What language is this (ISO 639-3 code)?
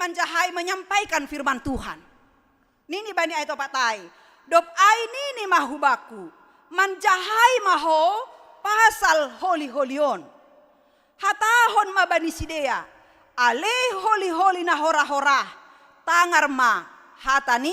bts